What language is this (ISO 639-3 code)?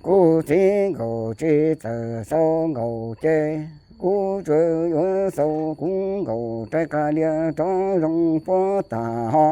hmn